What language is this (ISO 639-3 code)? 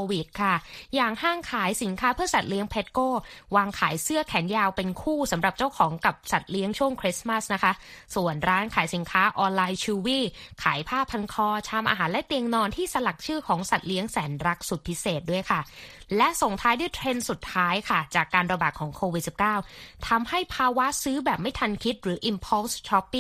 tha